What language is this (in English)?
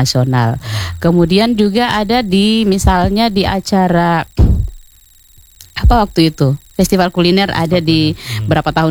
Indonesian